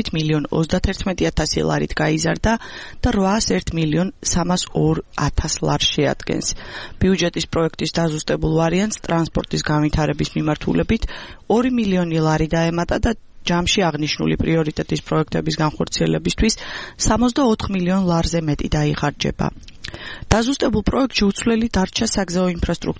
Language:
Georgian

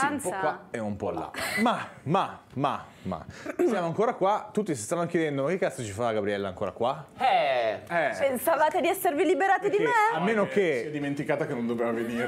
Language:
Italian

